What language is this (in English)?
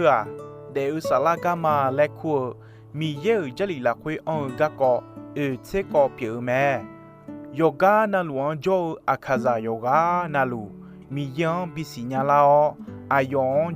Akha